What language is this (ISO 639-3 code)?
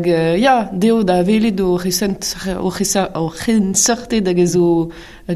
bre